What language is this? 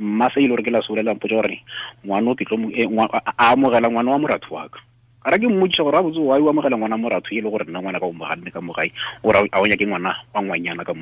Tswana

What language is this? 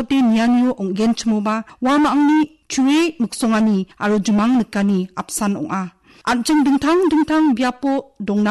Garo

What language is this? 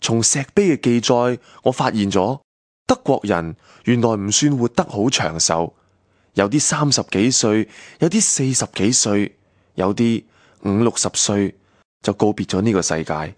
Cantonese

